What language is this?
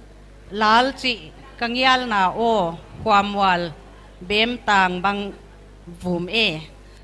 Paite Chin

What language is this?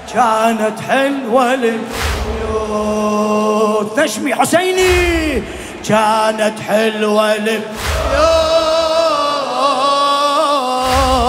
Mesopotamian Arabic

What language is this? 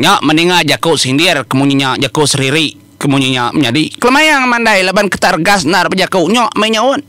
Iban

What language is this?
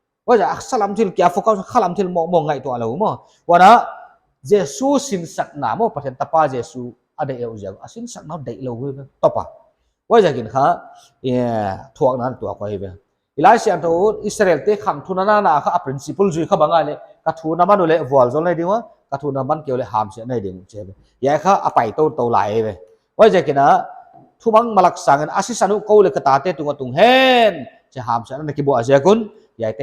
Paite Chin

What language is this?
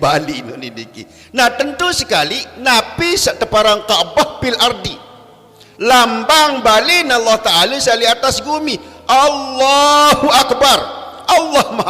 Sasak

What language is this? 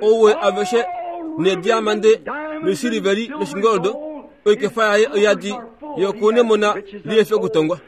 Kuanyama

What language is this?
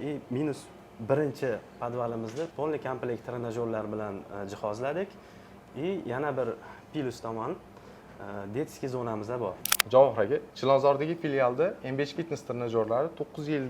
Uzbek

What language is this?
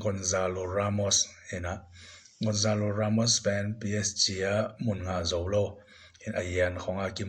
Tedim Chin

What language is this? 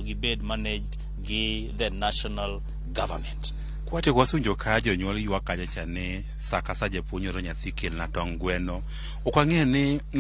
Luo (Kenya and Tanzania)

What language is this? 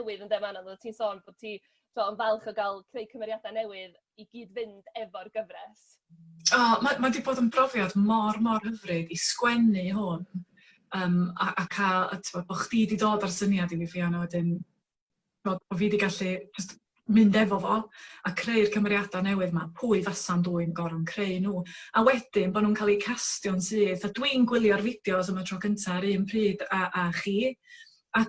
Welsh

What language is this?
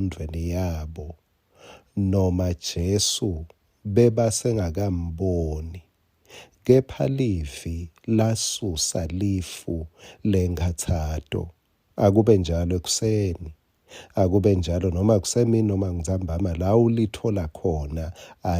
Swati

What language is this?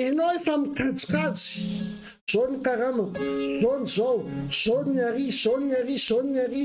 Malagasy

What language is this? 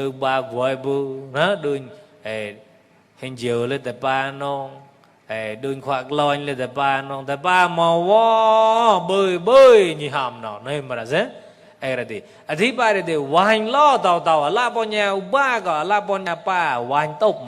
Mon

